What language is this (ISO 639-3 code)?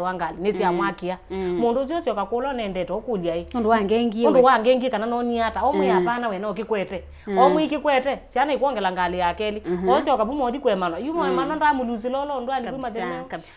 kam